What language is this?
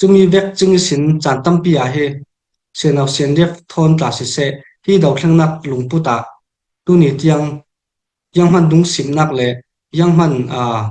Falam Chin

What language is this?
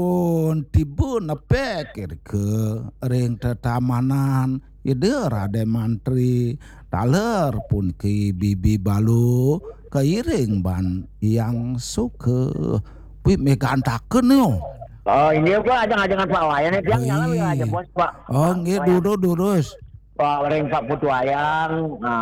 Balinese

